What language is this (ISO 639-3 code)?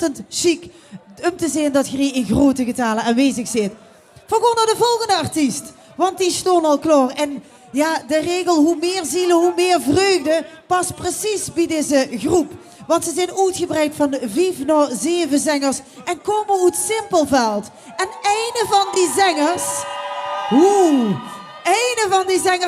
lim